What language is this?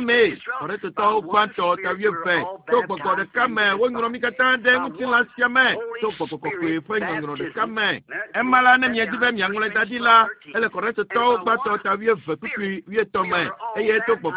Ewe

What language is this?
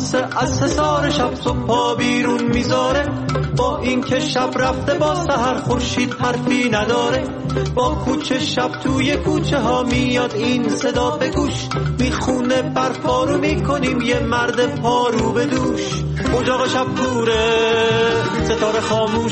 Persian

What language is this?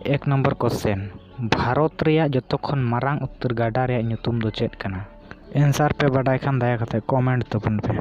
Santali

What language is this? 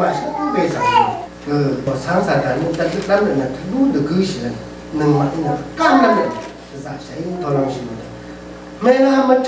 Rawang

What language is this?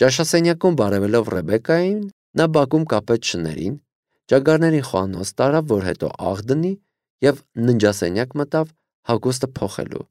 Armenian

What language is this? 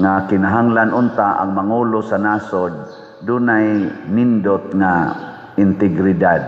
Cebuano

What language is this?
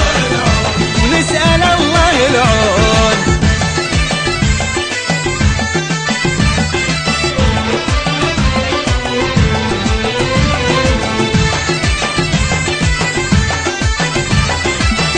Arabic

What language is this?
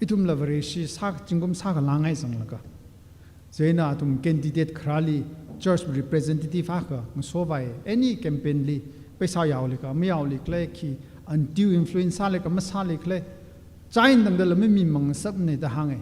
Tangkhul Naga (India)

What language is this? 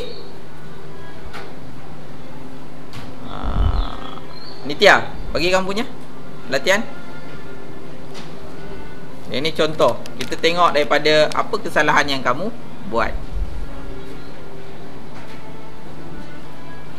Malay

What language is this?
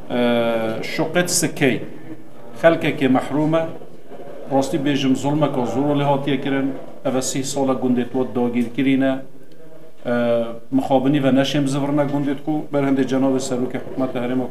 Kurdish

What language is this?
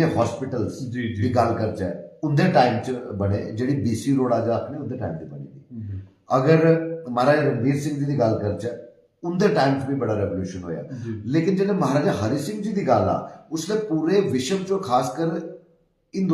Dogri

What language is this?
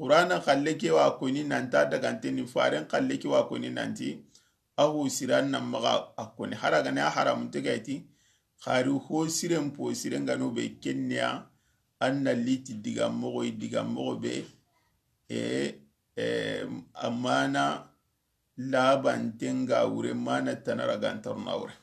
Soninke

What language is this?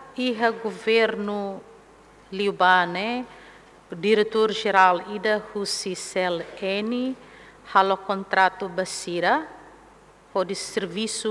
Tetum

